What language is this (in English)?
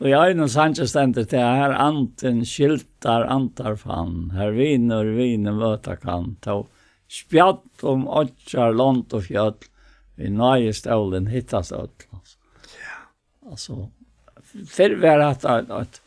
Faroese